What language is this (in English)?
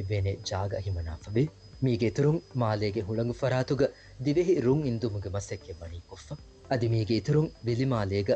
Divehi